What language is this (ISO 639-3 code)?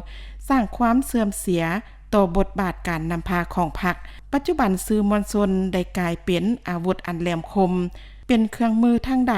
lao